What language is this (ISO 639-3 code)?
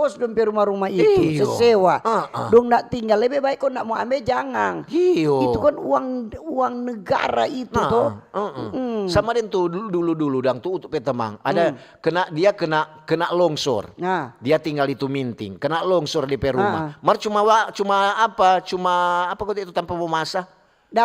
xmm